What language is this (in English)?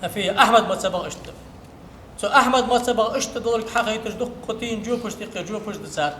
Ingush